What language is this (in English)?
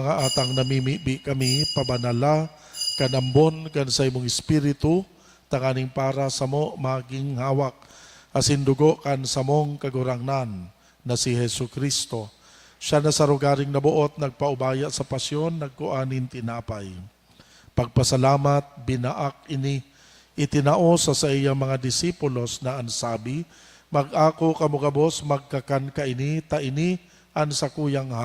Bikol